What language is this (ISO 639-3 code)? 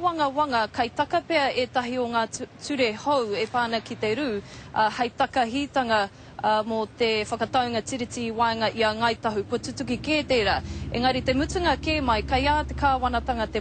mri